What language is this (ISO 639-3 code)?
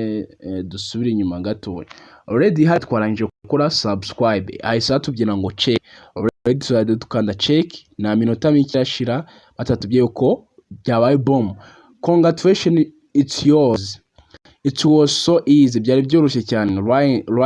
kin